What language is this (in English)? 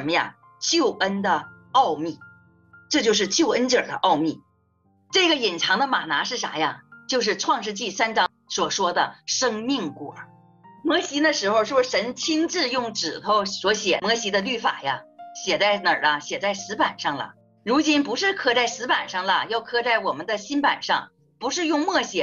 Chinese